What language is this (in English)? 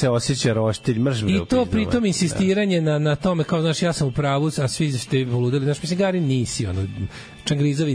Serbian